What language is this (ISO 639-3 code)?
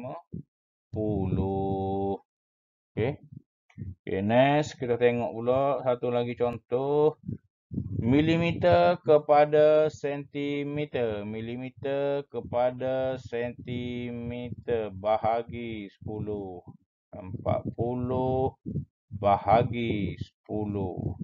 msa